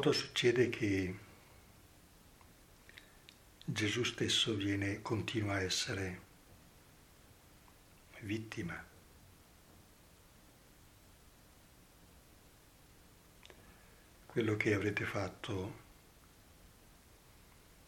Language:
Italian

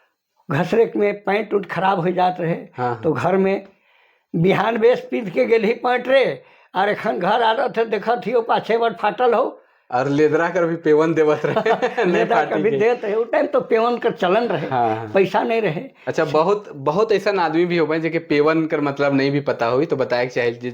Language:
Sadri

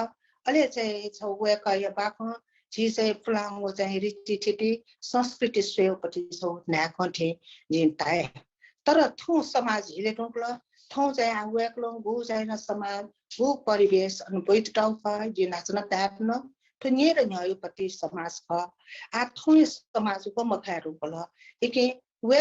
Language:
Newari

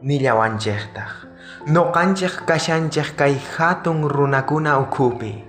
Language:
South Bolivian Quechua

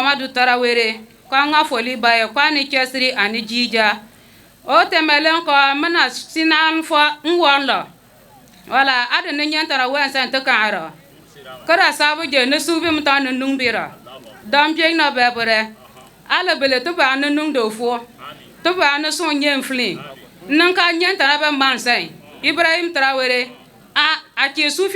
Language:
Bambara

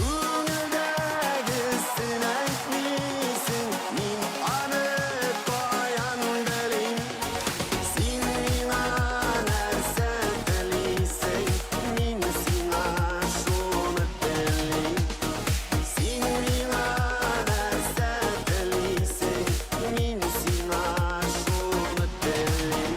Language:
Bashkir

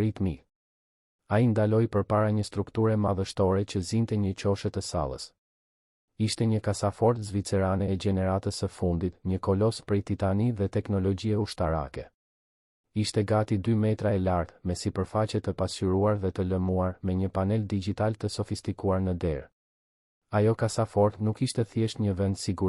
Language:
Albanian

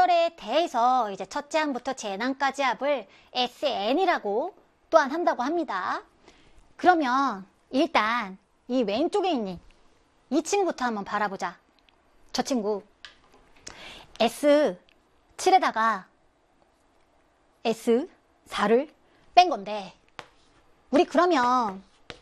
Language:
Korean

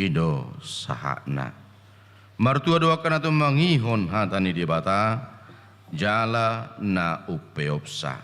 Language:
Batak Toba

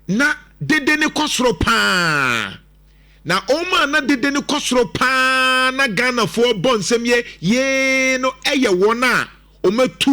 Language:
Akan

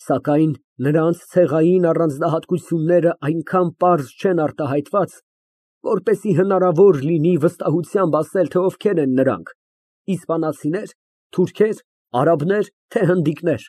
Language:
Armenian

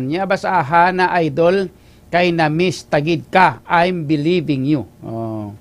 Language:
Hiligaynon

